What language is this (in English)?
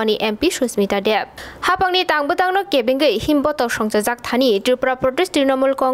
Kok Borok